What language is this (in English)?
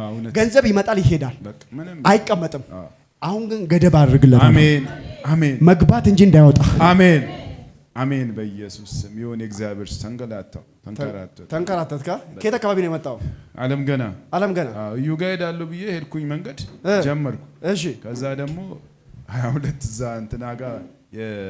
Amharic